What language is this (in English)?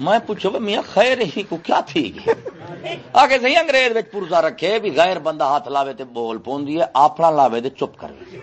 Saraiki